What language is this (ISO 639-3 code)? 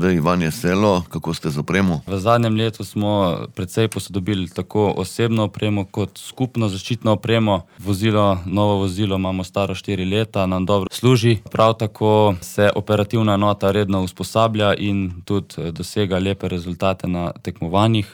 slv